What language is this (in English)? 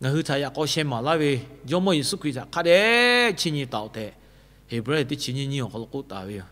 Lahu